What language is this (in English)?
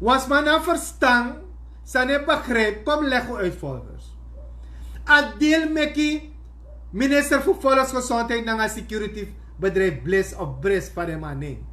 Sranan Tongo